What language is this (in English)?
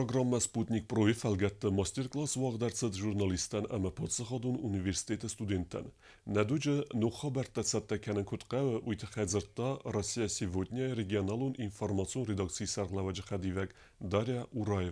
Ossetic